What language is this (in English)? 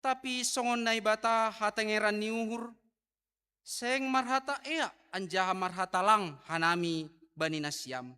Batak Simalungun